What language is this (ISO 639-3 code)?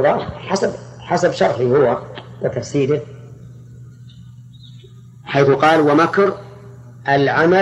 ara